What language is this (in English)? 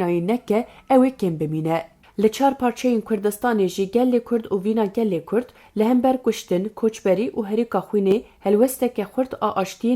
Kurdish